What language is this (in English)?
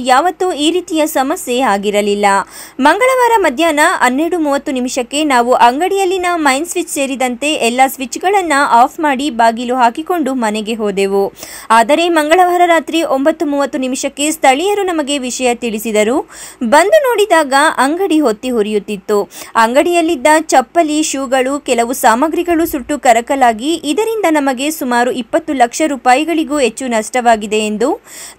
Kannada